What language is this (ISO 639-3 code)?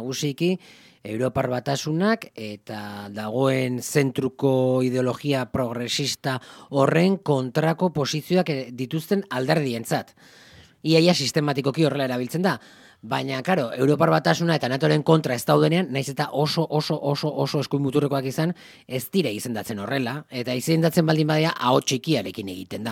eus